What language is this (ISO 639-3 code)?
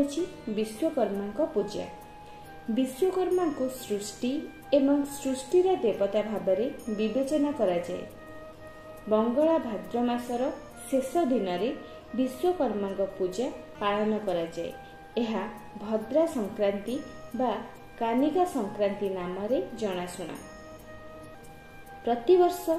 ori